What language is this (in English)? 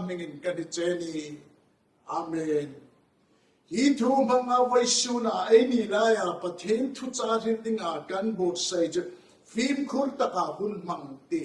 Hmar